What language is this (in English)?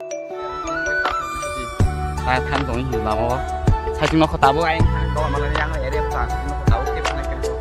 Kok Borok